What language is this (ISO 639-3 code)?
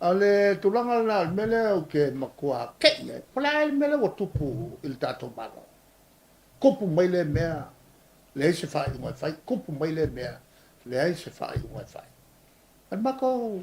smo